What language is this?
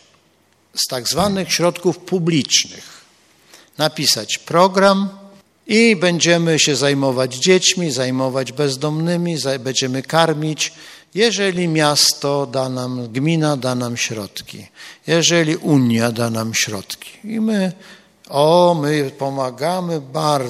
Polish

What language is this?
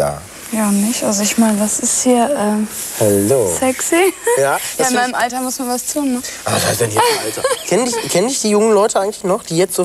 German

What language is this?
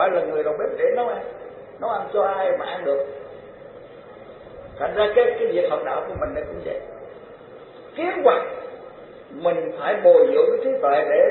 Vietnamese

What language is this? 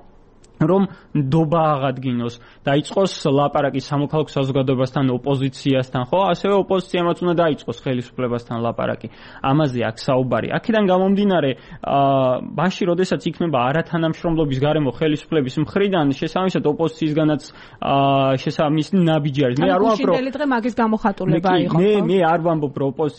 Georgian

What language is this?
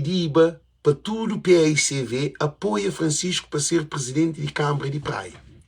Kabuverdianu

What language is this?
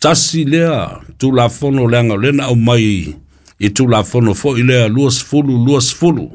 Samoan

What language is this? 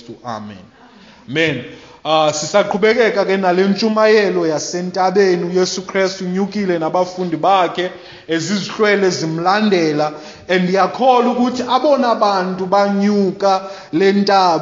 Xhosa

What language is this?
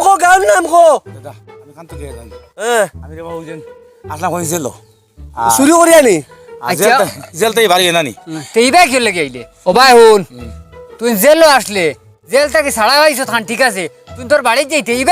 Sylheti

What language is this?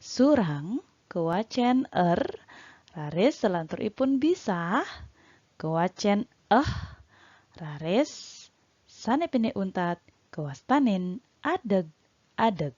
Balinese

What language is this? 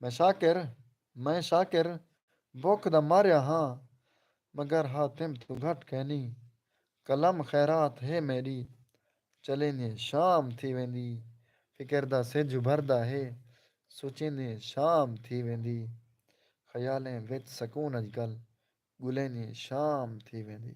Saraiki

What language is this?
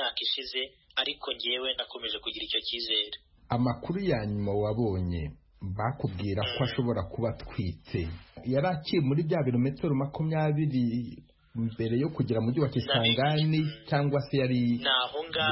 Kinyarwanda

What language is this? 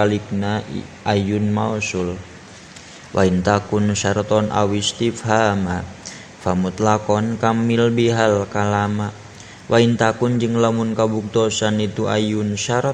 Sundanese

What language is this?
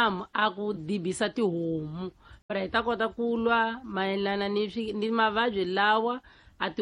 Tsonga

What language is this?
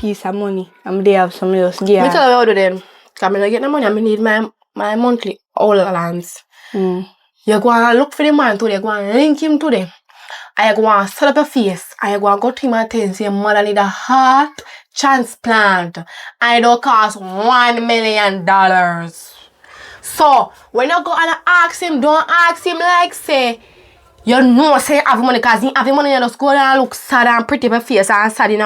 Jamaican Creole English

